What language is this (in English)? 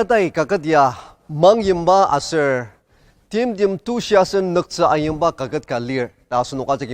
Ao Naga